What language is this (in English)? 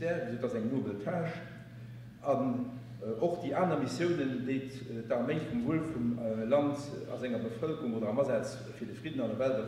Luxembourgish